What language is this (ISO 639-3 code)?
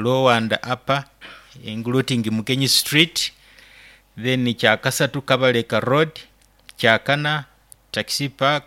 nyo